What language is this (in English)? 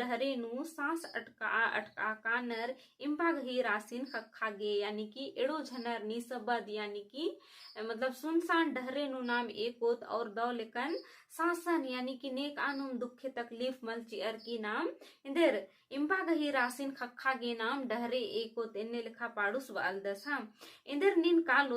Kurukh